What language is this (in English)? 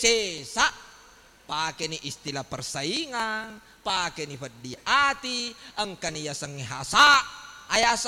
Buginese